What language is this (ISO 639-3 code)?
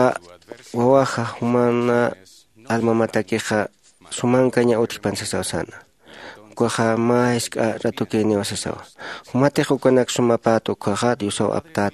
aym